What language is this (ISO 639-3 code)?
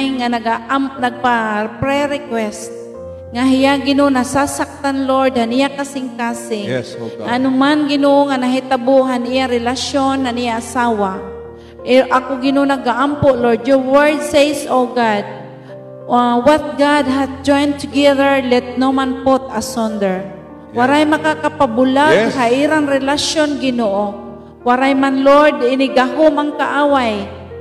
war